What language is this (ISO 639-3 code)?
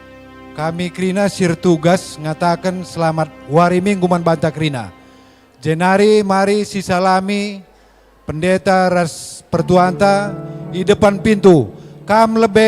btx